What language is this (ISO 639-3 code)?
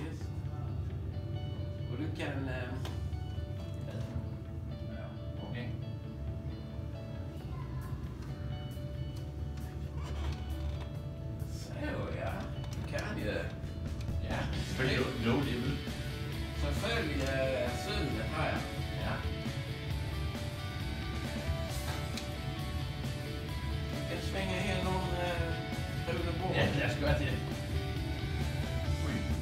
dan